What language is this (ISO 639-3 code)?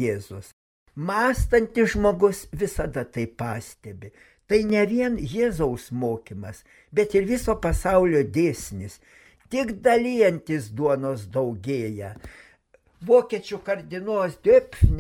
lit